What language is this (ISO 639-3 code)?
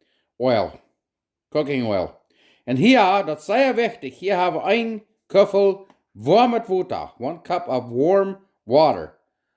pdt